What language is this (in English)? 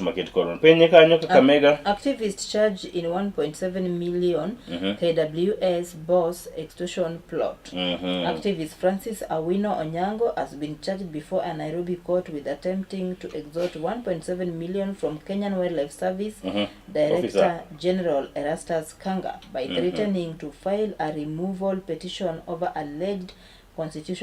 Luo (Kenya and Tanzania)